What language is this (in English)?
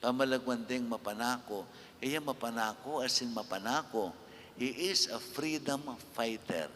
Pampanga